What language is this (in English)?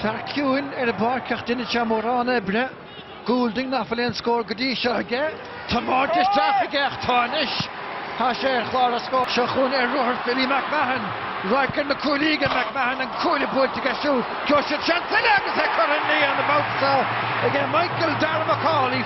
Irish